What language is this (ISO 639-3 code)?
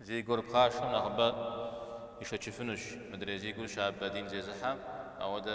kbd